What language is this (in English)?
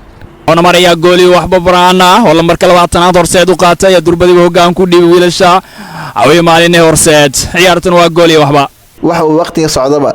Somali